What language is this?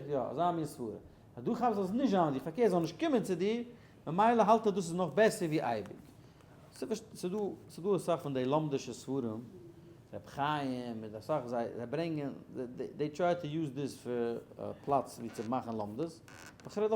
Yiddish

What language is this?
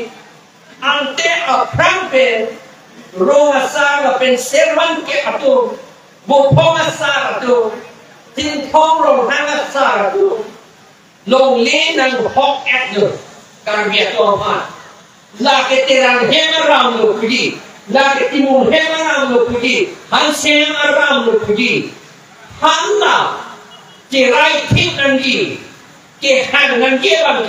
Karbi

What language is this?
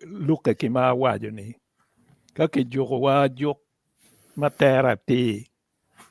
Acoli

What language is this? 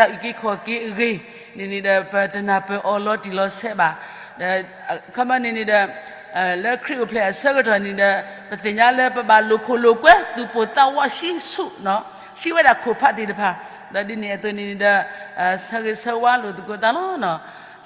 S'gaw Karen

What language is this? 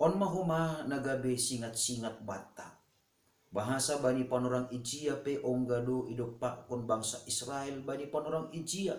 Batak Simalungun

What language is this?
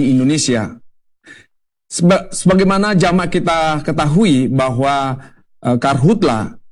Indonesian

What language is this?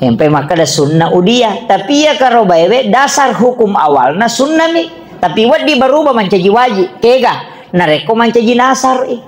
Buginese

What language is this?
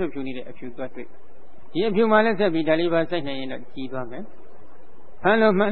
Burmese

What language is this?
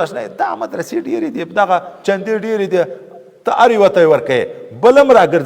Pashto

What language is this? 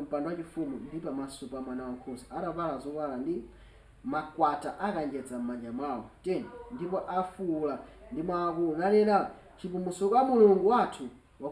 Nyanja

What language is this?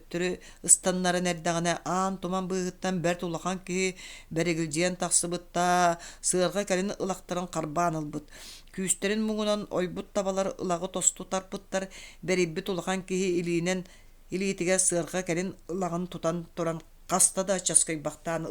Yakut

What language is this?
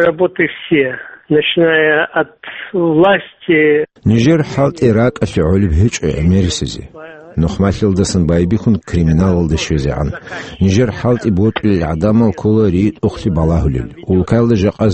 Avaric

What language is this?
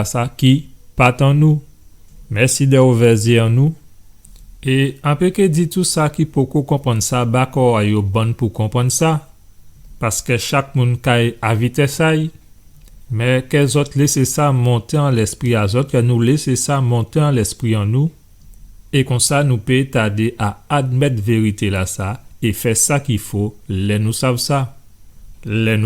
Guadeloupean Creole French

